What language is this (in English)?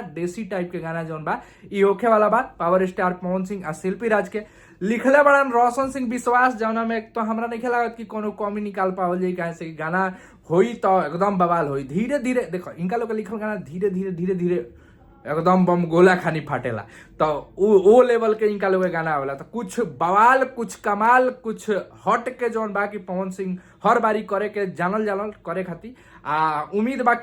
Bhojpuri